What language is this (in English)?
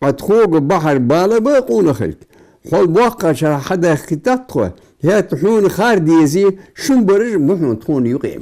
Ingush